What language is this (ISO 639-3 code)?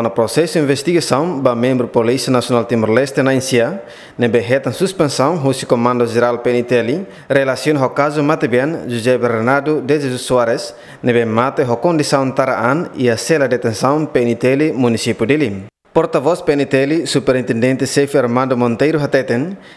tet